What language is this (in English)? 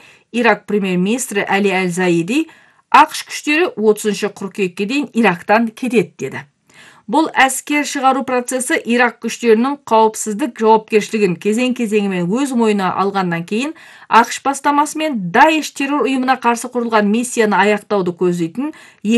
Kazakh